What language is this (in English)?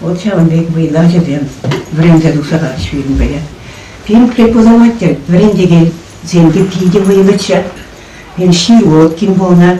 Chuvash